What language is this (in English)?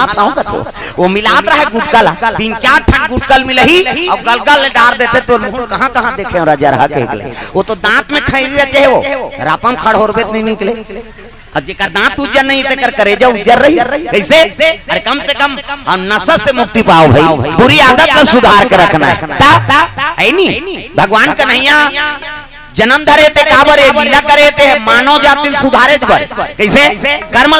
Chhattisgarhi